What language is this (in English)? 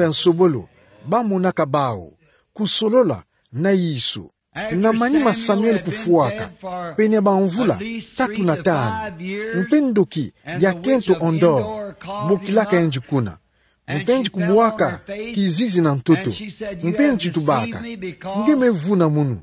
Kituba (Democratic Republic of Congo)